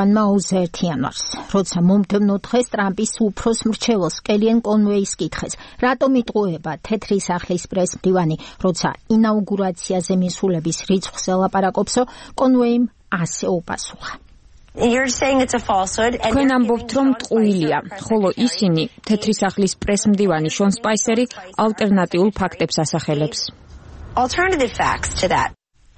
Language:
Georgian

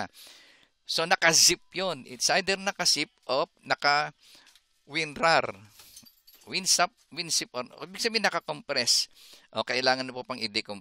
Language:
Filipino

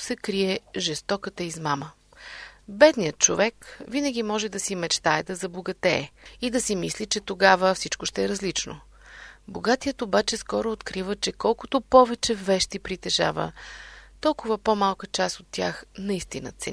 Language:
Bulgarian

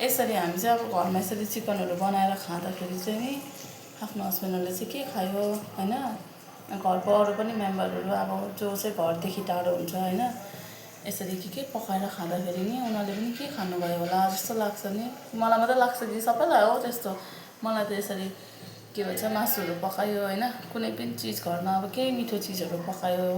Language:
Nepali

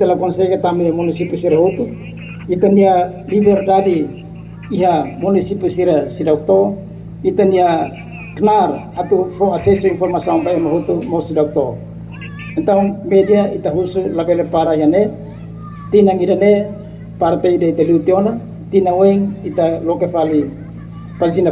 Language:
Tetum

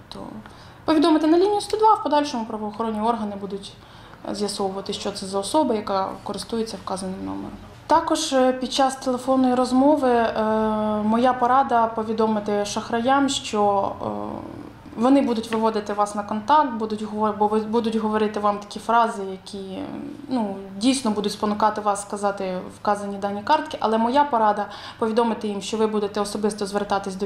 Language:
Ukrainian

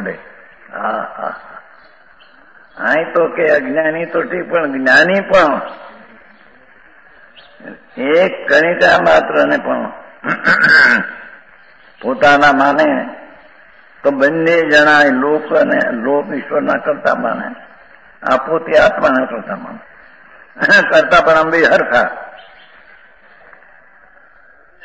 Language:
Gujarati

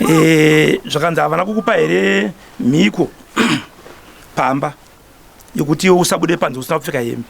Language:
Shona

